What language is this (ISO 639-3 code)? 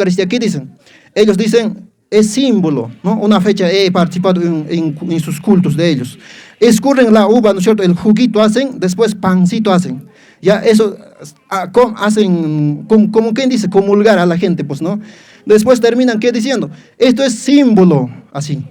que